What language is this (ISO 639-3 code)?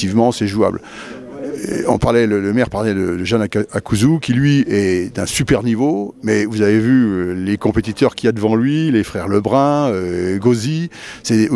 fra